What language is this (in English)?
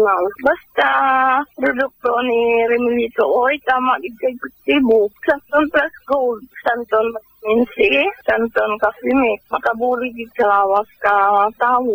Hiligaynon